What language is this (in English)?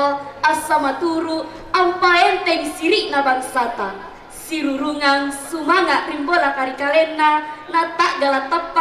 Makasar